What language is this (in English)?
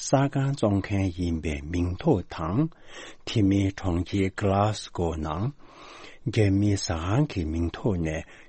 Tibetan